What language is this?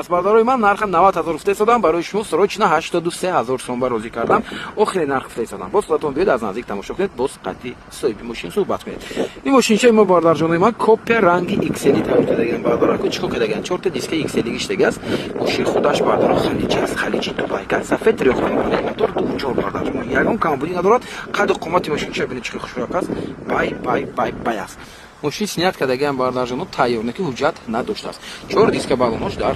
Tajik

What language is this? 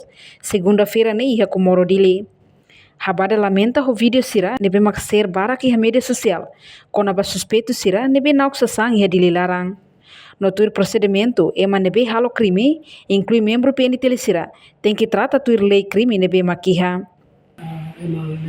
Tetum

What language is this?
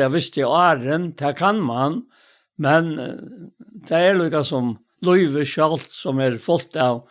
Faroese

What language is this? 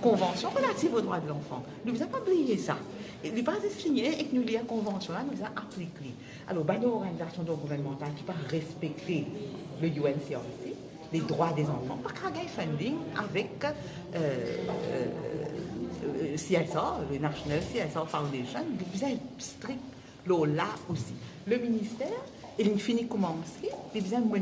Morisyen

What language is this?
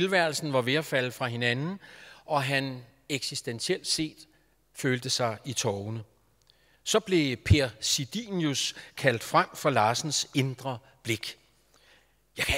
Danish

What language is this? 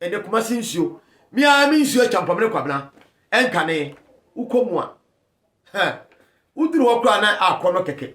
Akan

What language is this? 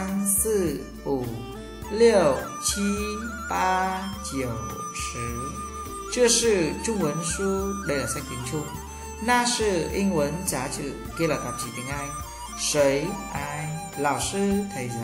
Vietnamese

